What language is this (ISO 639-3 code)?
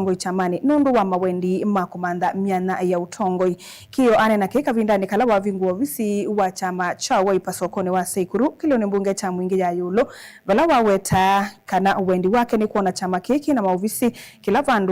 kam